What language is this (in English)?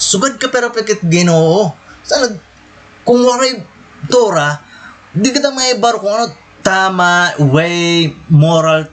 Waray